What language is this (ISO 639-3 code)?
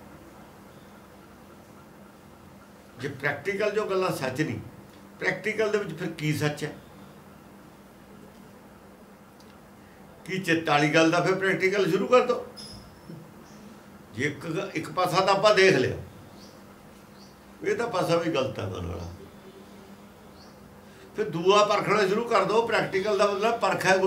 pan